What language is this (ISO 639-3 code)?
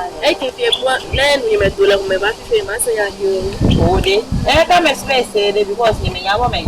ewe